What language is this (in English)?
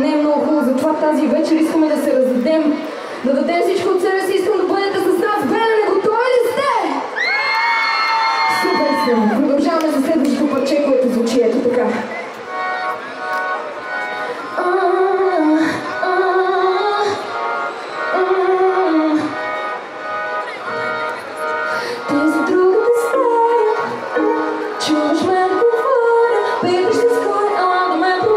Bulgarian